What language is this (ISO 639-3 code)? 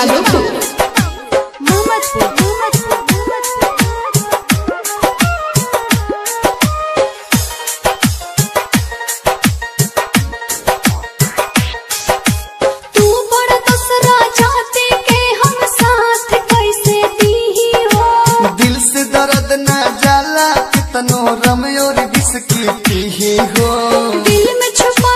bho